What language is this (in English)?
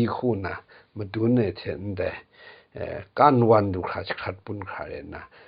Kachin